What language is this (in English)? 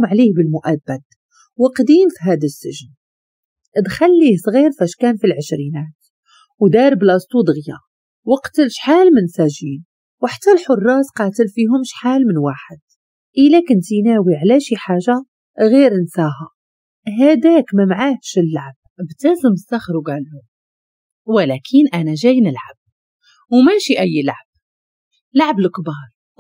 Moroccan Arabic